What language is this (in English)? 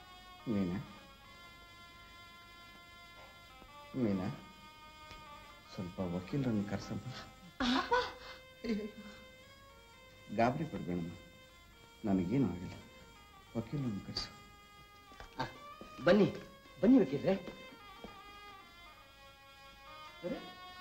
Kannada